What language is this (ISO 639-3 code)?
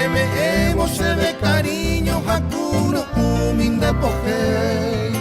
grn